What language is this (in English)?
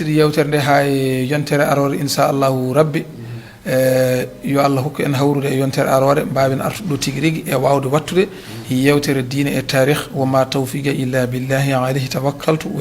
Fula